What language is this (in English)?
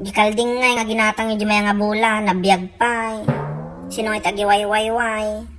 Iloko